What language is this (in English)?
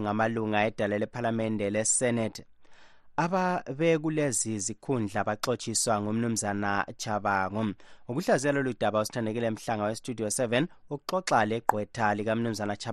North Ndebele